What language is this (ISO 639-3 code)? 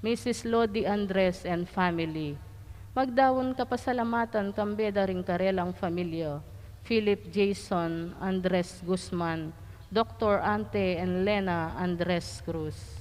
pam